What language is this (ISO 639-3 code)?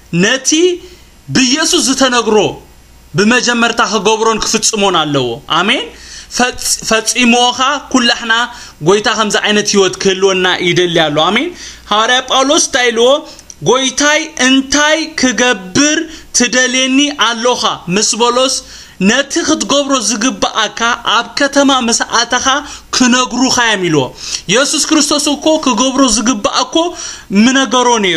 tir